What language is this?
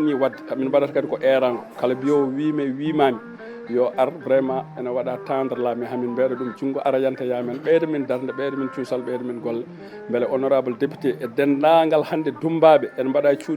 Fula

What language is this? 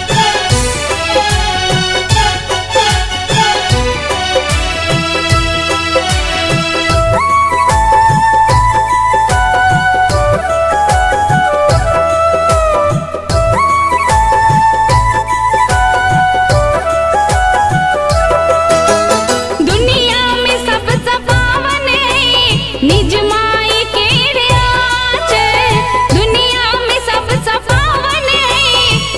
Maithili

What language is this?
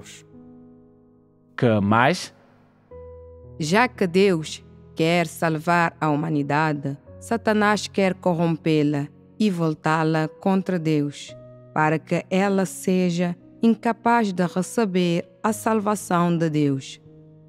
Portuguese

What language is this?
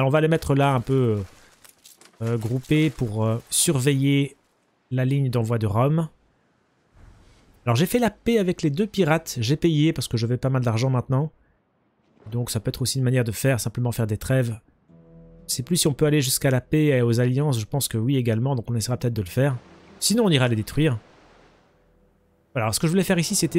French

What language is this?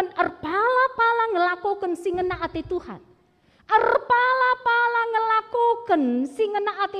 Batak Karo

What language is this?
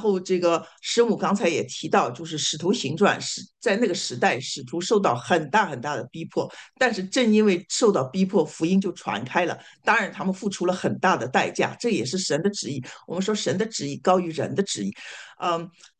Chinese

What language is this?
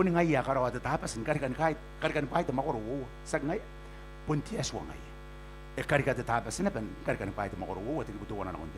Gilbertese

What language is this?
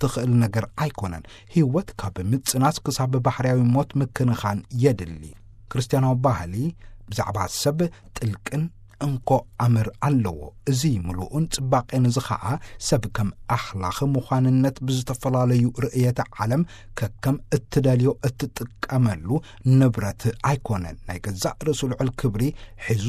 Tigrinya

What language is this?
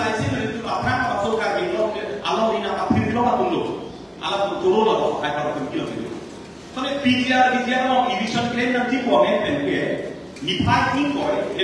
Karbi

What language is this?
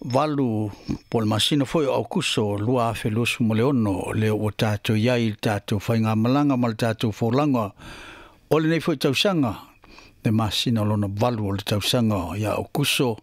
Samoan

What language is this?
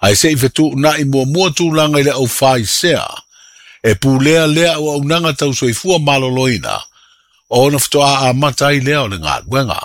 Samoan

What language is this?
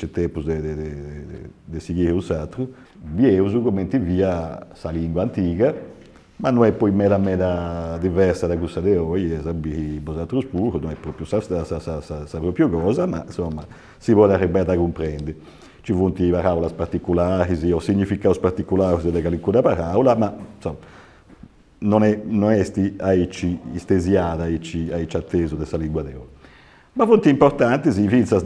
Sardinian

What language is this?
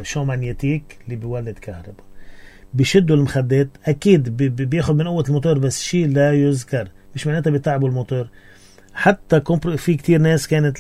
North Levantine Arabic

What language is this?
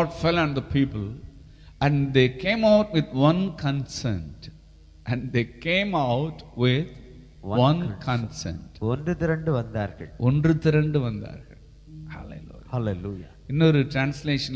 Tamil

